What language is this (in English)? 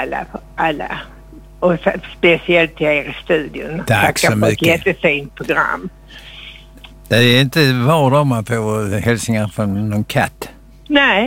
Swedish